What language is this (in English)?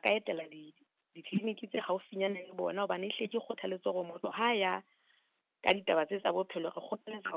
Southern Sotho